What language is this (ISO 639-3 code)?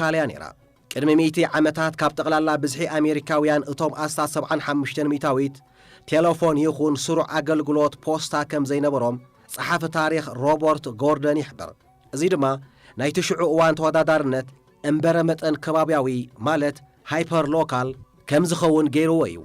tir